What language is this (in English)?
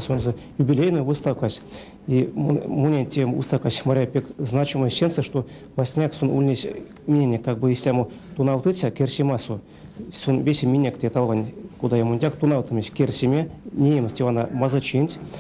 Erzya